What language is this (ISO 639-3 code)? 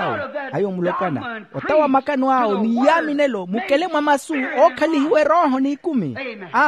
vmw